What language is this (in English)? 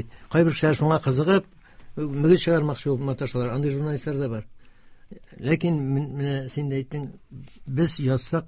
Tatar